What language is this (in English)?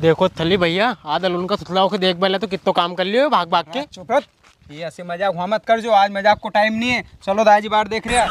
Rajasthani